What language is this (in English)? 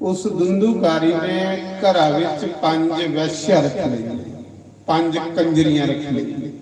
Dogri